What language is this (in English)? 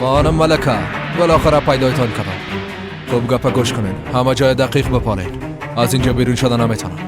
Persian